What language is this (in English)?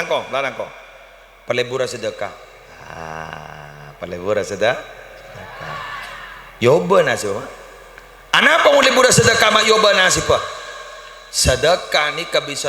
Madurese